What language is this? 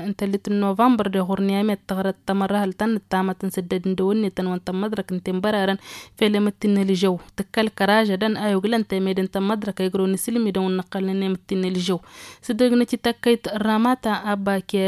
Tamasheq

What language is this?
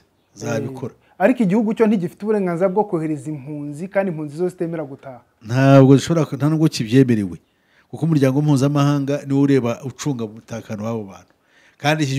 Kinyarwanda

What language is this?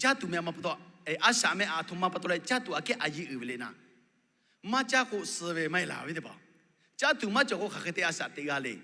Lahu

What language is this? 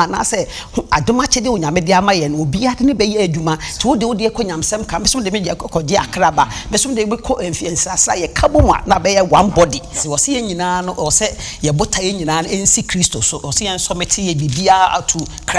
Akan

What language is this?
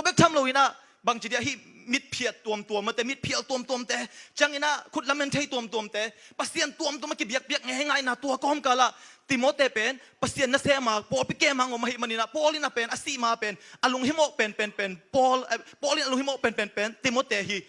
Tedim Chin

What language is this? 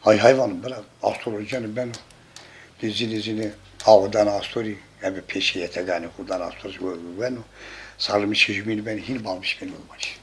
Zaza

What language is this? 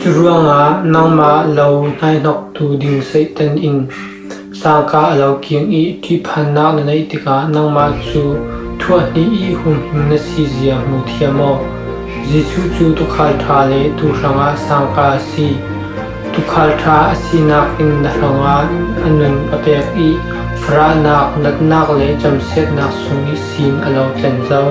Falam Chin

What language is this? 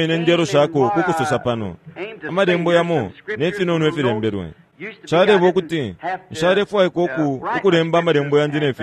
Bemba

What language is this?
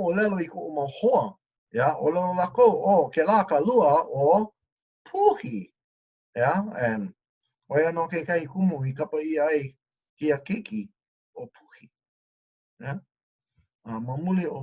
Hawaiian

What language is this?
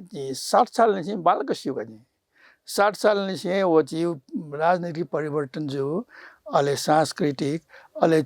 Newari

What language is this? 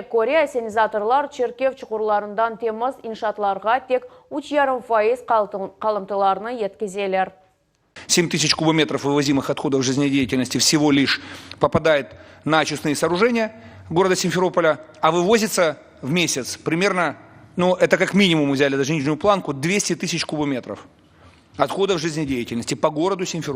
Crimean Tatar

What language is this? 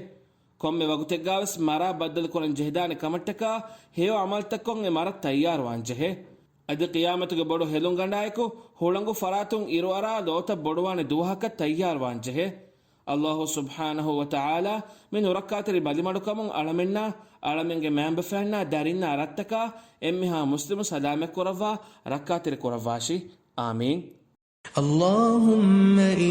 Divehi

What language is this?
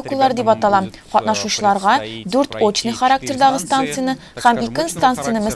Tatar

